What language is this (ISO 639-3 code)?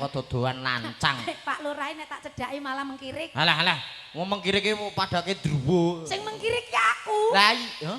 jav